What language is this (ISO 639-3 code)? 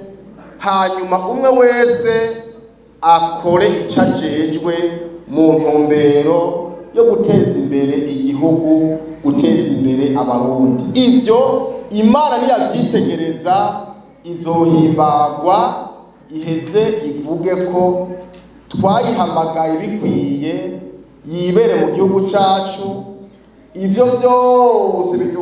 run